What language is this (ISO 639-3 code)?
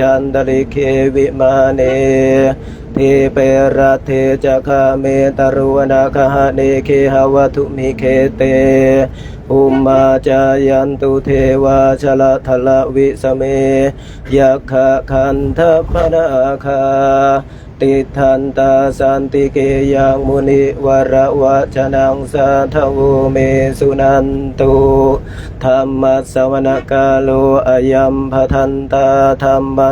pli